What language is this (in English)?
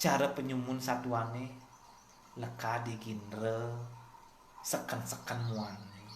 Balinese